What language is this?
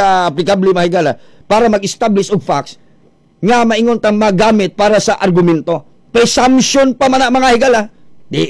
Cebuano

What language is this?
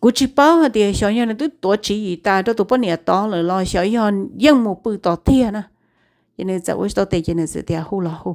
Hmong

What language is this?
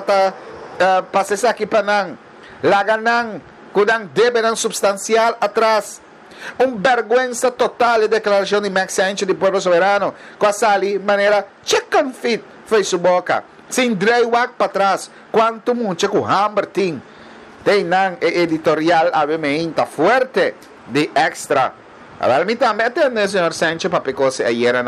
Papiamento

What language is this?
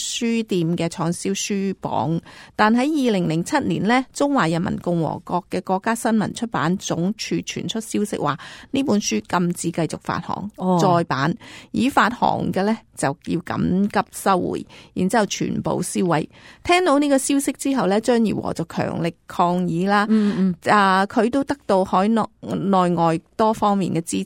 Cantonese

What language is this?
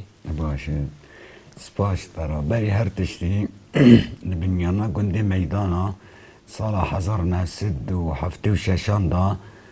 Kurdish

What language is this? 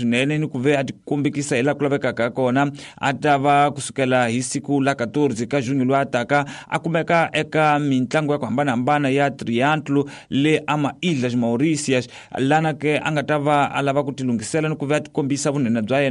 Tsonga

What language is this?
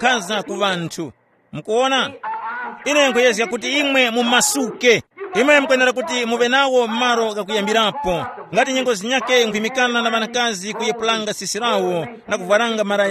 Tumbuka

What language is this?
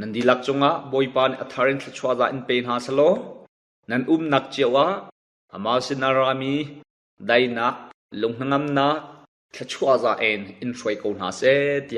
Hakha Chin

